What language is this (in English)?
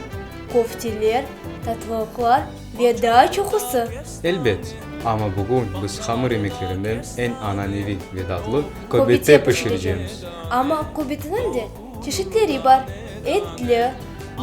Crimean Tatar